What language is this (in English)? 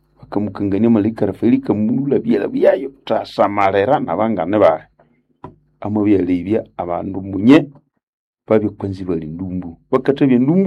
Nande